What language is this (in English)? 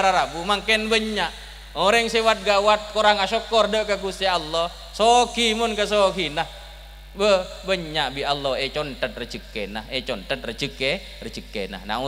Madurese